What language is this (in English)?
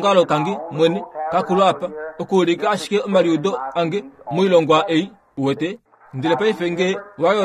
Kuanyama